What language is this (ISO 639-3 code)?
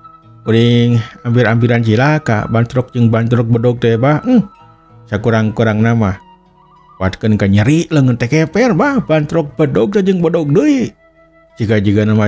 sun